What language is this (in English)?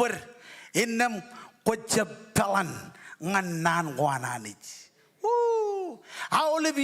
Marshallese